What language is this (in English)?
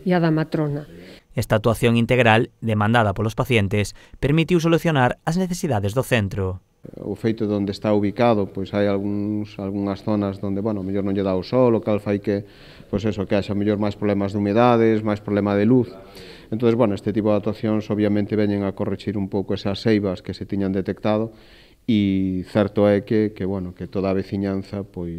Galician